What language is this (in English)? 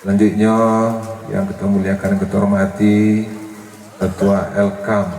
Minangkabau